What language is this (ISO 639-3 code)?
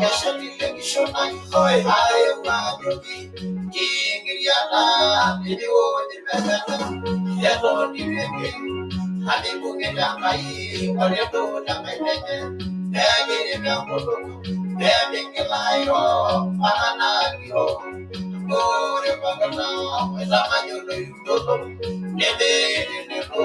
mas